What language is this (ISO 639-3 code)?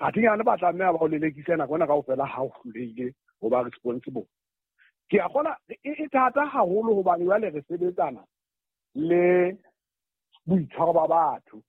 sot